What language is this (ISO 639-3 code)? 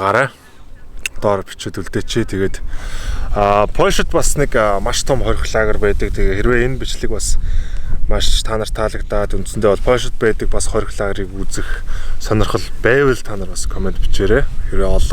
mon